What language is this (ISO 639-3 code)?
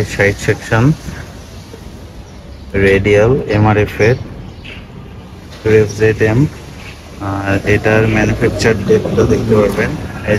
ben